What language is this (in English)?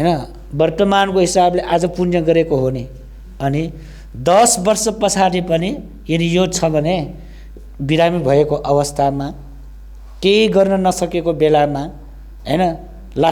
Nepali